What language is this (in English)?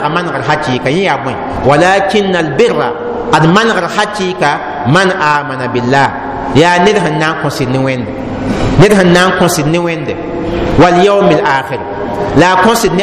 Mossi